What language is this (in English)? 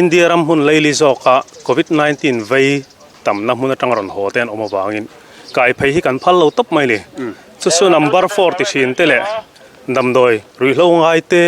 Mizo